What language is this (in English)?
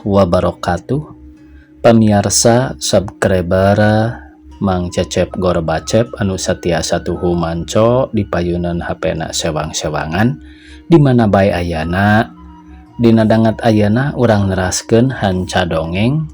Sundanese